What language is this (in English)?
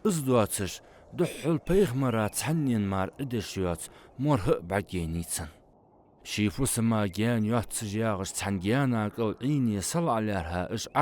Ingush